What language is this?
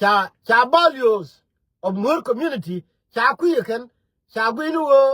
Nuer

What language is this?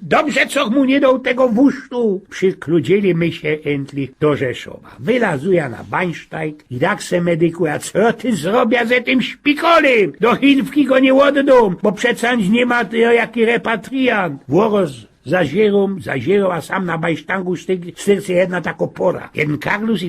Silesian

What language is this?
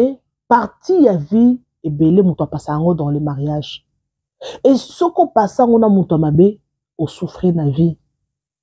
Lingala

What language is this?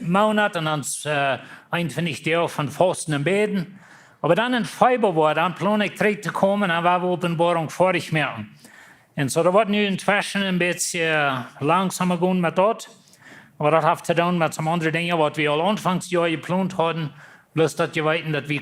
Plautdietsch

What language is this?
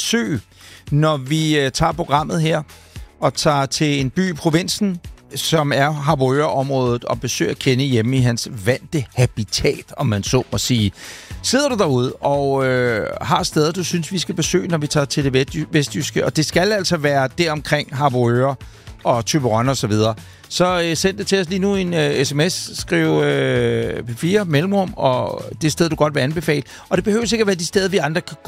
Danish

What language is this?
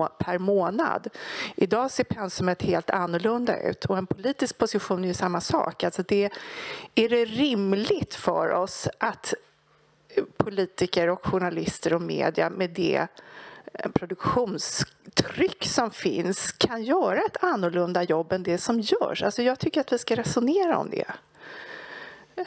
Swedish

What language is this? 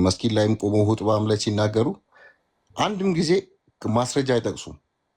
Amharic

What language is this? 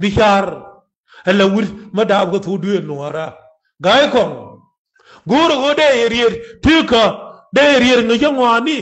Nuer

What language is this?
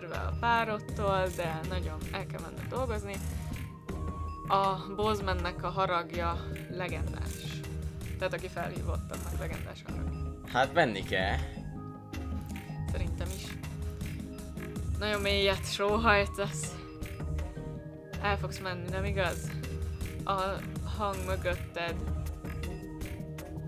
Hungarian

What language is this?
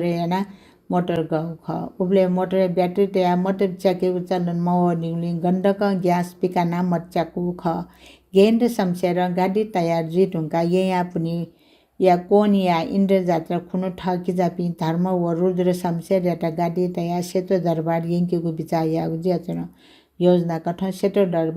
Newari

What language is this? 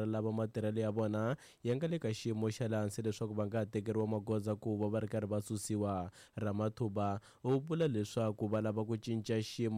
Tsonga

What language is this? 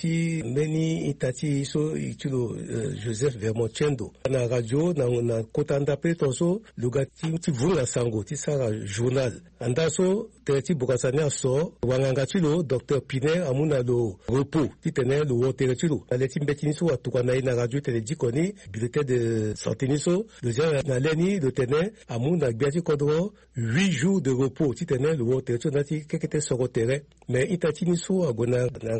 Sango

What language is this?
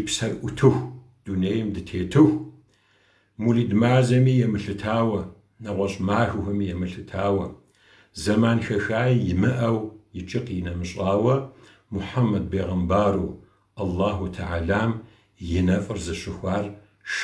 Kabardian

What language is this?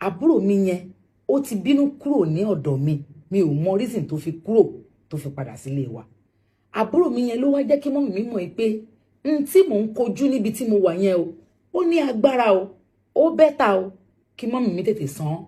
Yoruba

